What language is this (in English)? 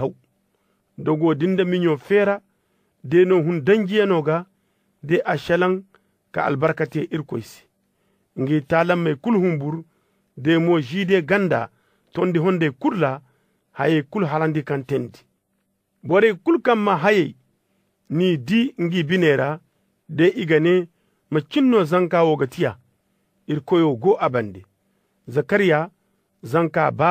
Zarma